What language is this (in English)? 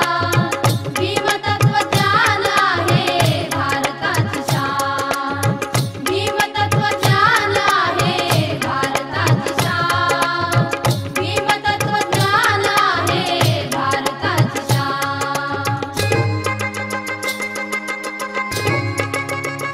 Marathi